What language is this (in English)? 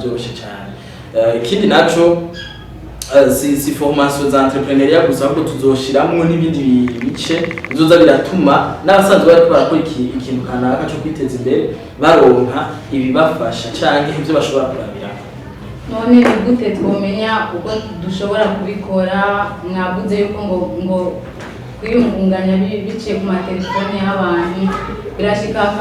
Rundi